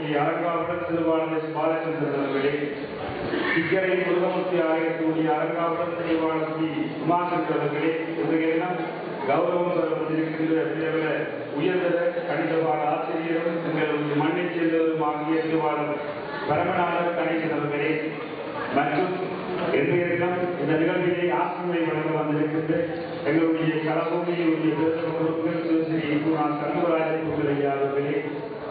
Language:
Tamil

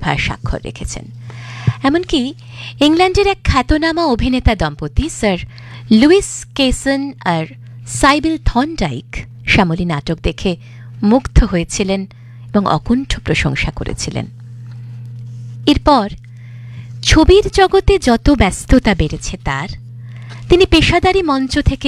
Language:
Bangla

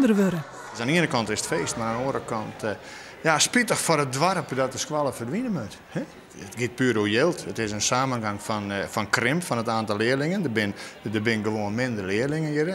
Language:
Western Frisian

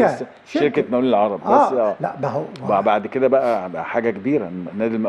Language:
Egyptian Arabic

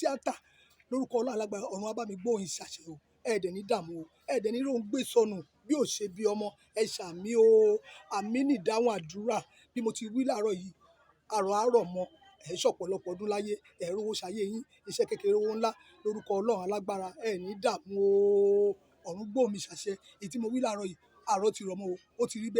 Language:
Yoruba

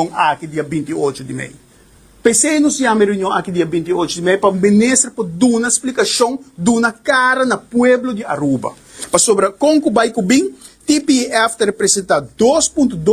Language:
Papiamento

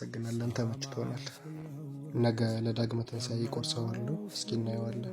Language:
Amharic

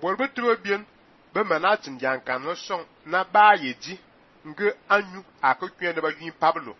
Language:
Fang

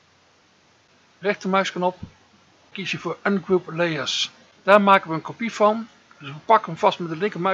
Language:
Dutch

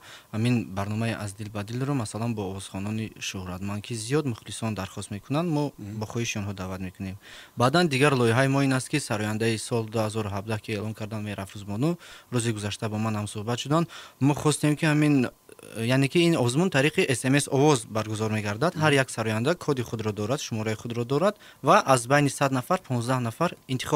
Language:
Tajik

